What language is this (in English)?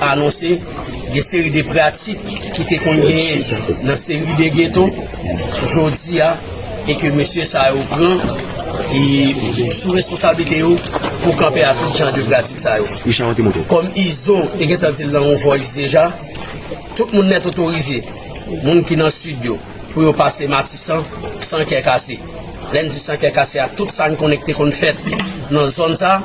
Haitian Creole